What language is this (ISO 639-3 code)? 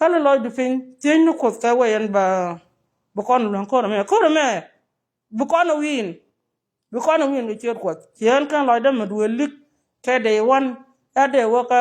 nus